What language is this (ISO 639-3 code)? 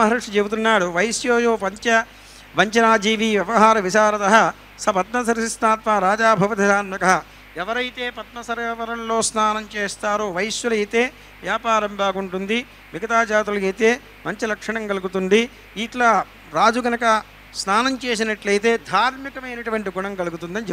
tel